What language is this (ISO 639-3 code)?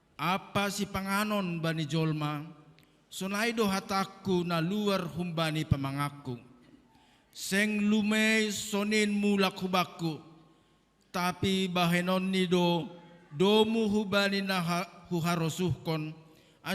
bts